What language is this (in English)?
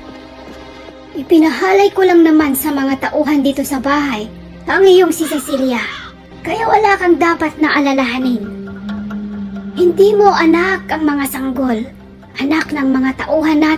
Filipino